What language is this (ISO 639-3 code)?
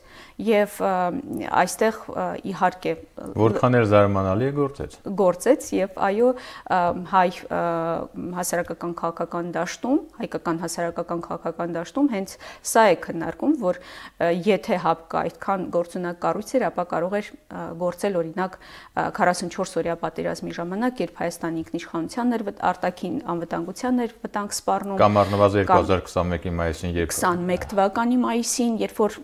hye